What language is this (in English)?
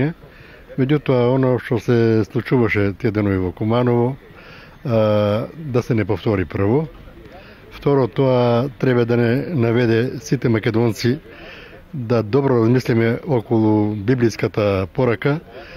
Macedonian